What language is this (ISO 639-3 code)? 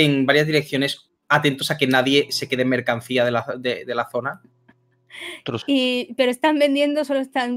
spa